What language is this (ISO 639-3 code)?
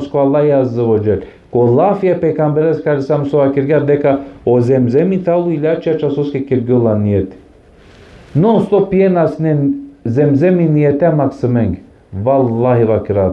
rmn